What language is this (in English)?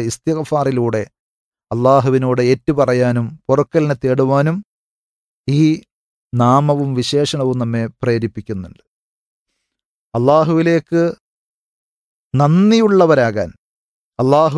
Malayalam